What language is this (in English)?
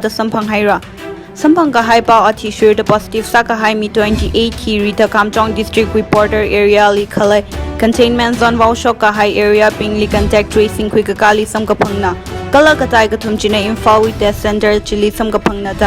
Tangkhul Naga (India)